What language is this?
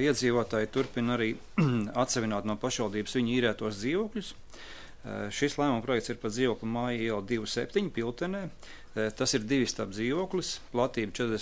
Latvian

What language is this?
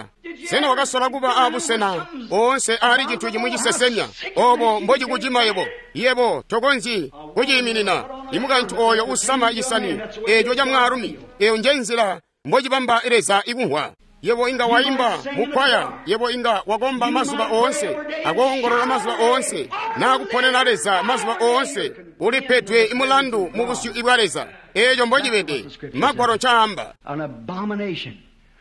Tonga (Zambia)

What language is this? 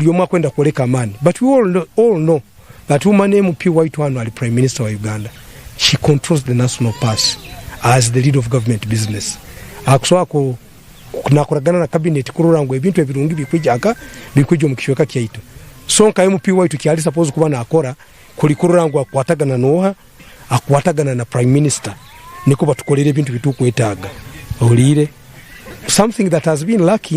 Nyankole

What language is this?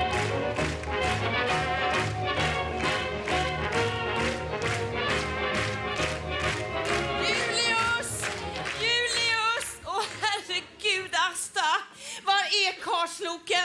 Swedish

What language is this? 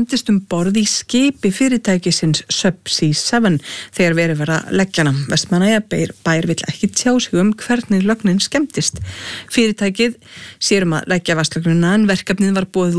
Icelandic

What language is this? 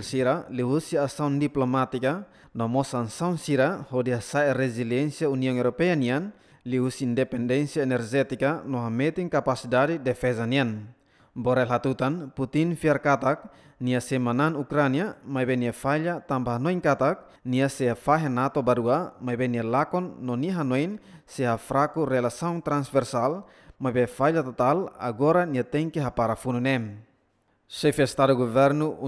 Tetum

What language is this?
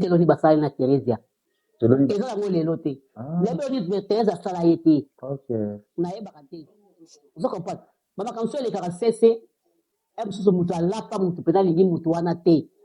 Lingala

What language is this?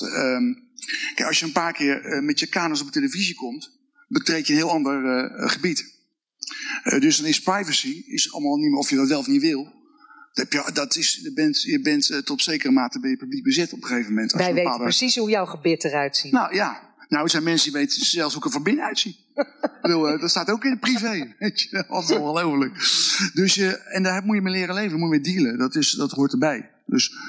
Dutch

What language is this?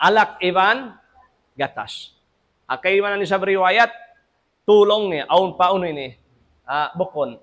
Tausug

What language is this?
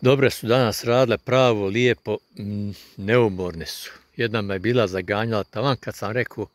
Bosnian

